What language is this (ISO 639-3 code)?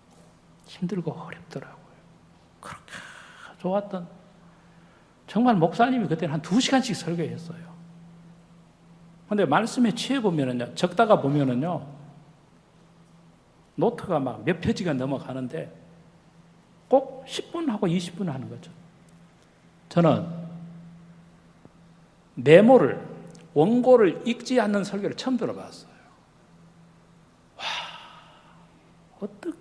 kor